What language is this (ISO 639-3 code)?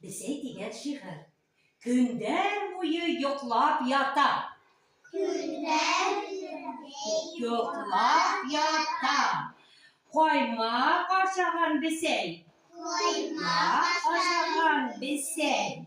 bak